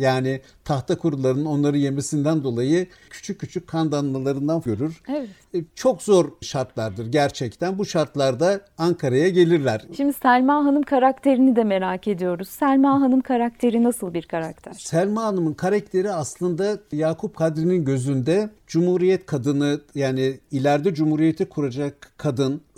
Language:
Turkish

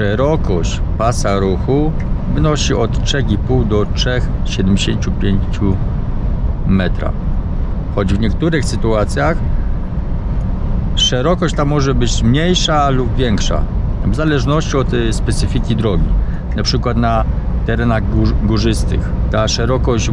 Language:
Polish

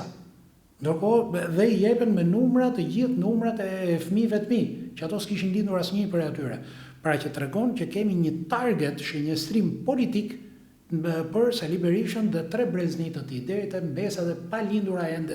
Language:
Albanian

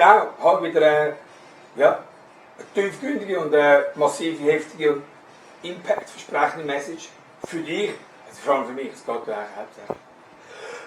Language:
Swiss German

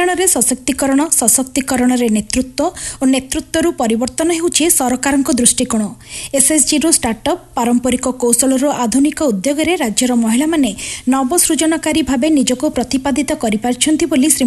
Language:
Odia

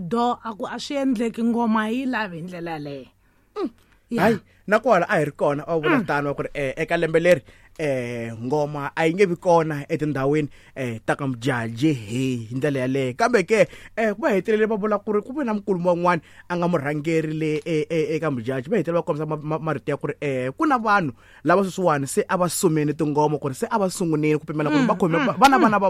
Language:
Tsonga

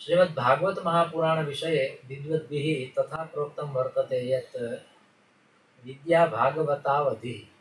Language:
Sanskrit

